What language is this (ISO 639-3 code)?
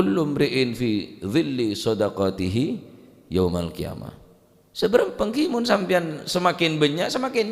mad